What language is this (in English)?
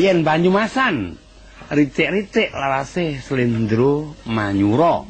Javanese